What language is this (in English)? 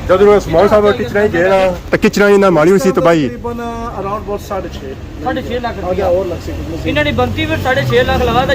Pahari-Potwari